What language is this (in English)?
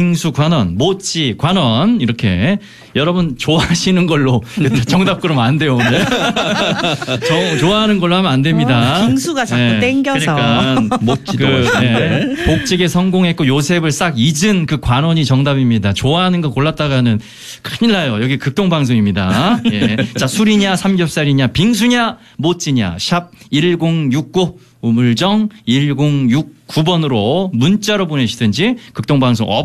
Korean